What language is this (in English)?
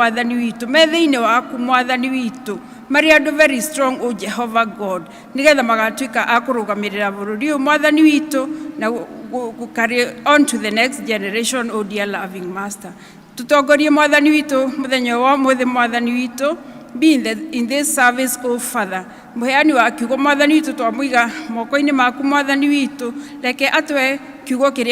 Kikuyu